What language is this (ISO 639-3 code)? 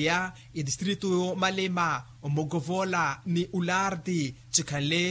vmw